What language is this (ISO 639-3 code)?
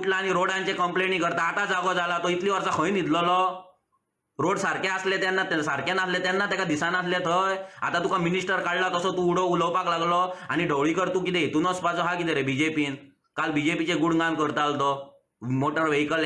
kok